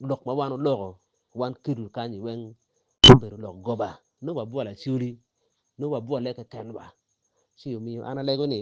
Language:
Acoli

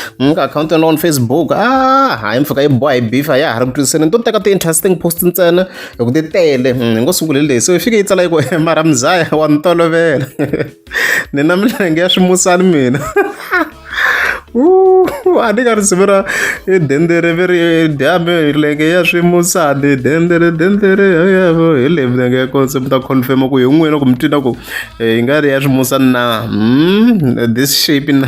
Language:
Tsonga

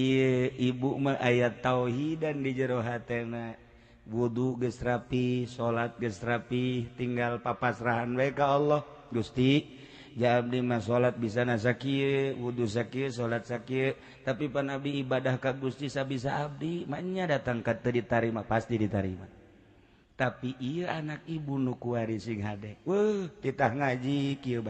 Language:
Sundanese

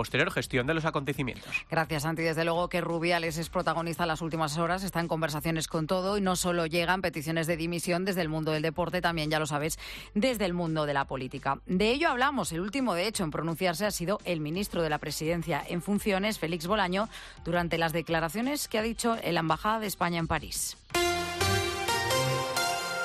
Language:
Spanish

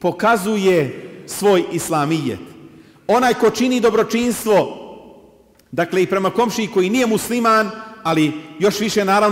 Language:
Bosnian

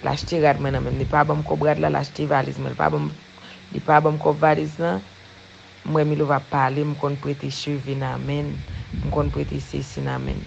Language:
Haitian Creole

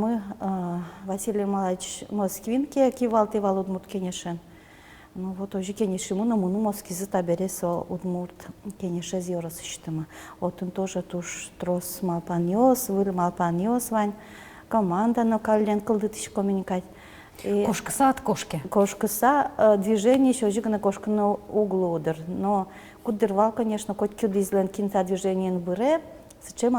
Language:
Udmurt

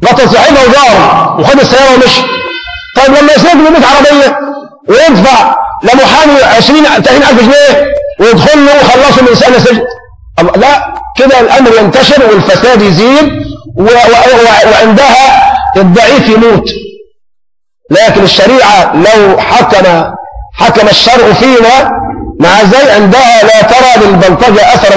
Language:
Egyptian Arabic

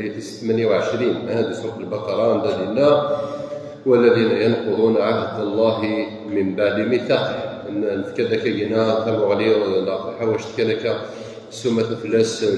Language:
Kabyle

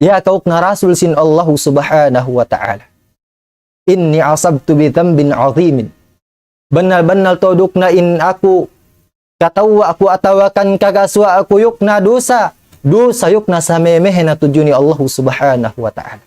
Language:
Tausug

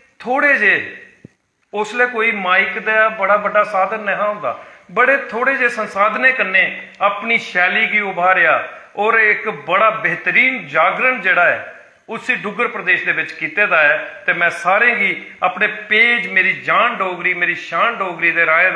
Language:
Dogri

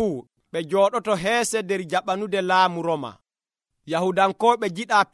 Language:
Nigerian Fulfulde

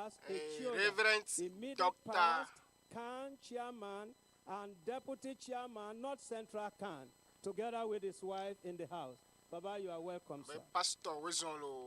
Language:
Ewe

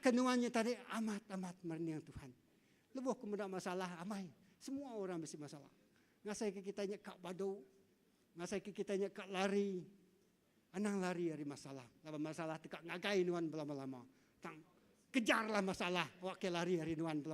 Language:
Iban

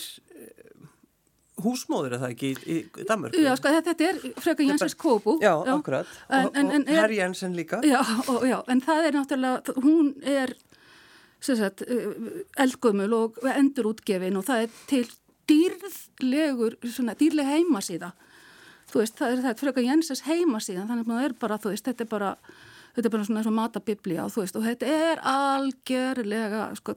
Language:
Icelandic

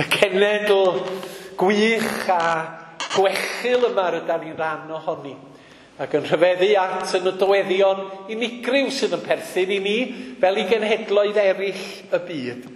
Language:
Welsh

